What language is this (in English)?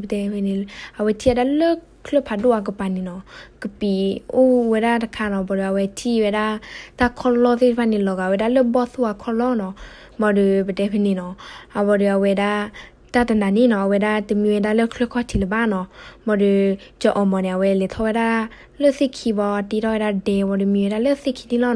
S'gaw Karen